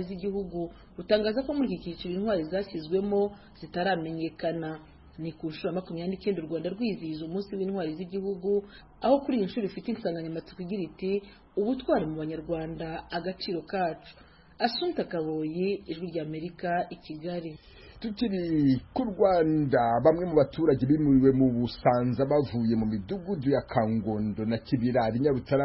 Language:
Kinyarwanda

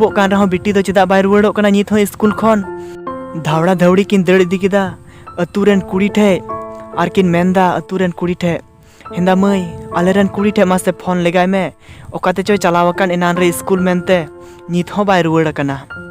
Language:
Santali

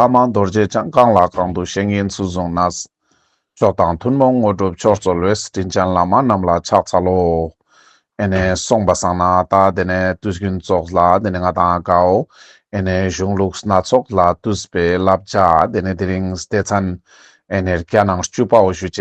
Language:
Ladakhi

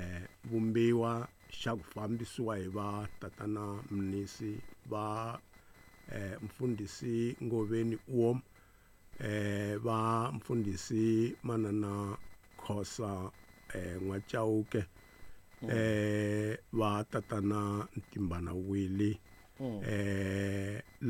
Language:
Tsonga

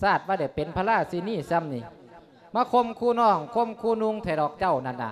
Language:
Lao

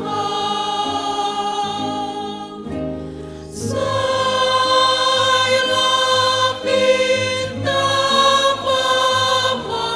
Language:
Batak Simalungun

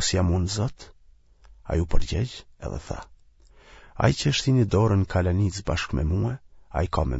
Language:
Albanian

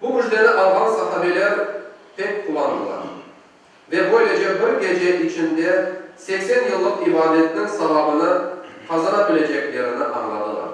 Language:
Crimean Tatar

